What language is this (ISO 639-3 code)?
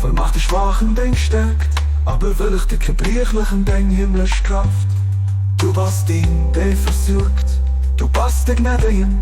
ltz